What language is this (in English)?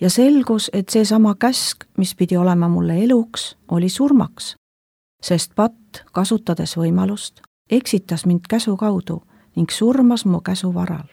Estonian